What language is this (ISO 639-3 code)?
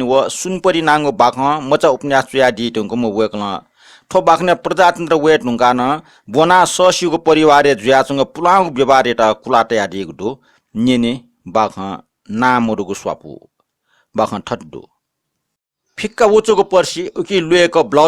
new